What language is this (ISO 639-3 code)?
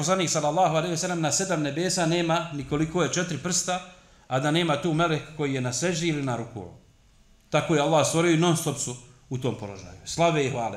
bos